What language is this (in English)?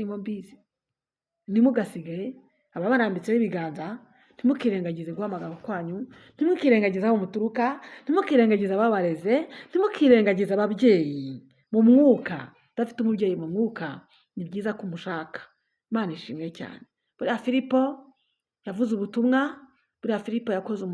Kinyarwanda